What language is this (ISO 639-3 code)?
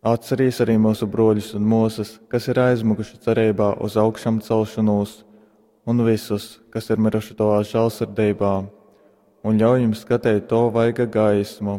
ltg